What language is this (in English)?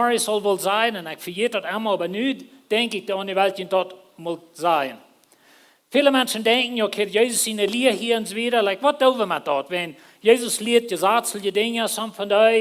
Plautdietsch